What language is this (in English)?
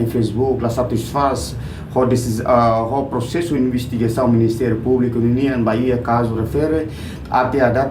Tetum